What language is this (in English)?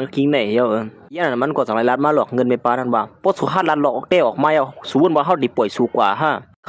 Shan